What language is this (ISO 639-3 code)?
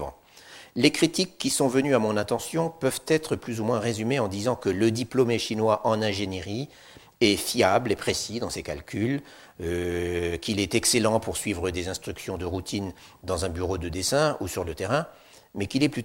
fra